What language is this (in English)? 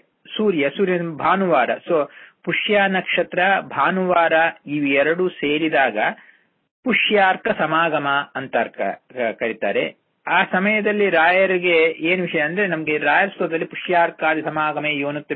Kannada